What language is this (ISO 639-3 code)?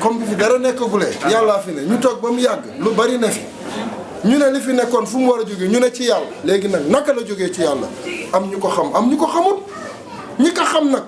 wol